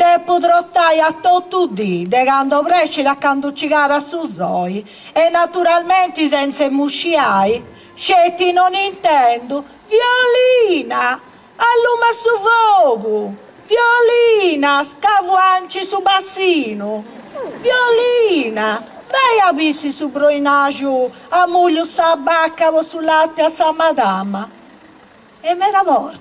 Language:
Sardinian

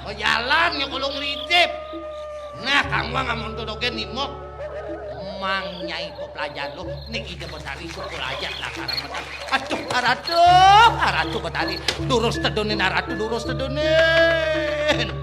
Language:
Balinese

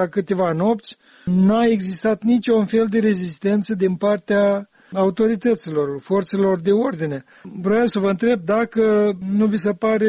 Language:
Romanian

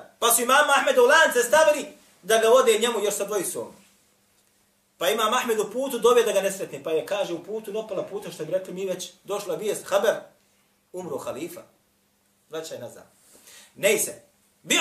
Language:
Bosnian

